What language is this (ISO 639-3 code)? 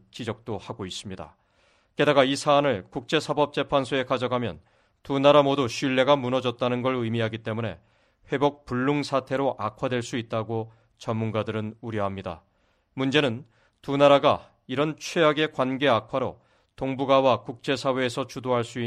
kor